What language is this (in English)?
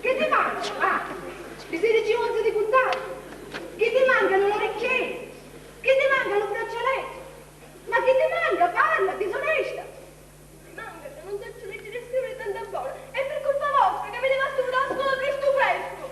Sicilian